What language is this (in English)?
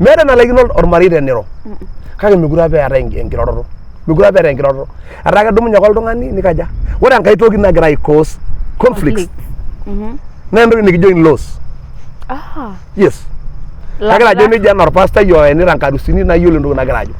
Masai